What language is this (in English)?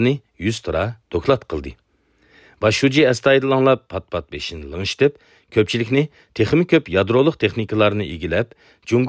Uyghur